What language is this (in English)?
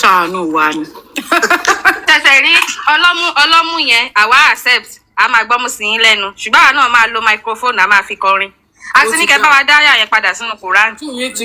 Yoruba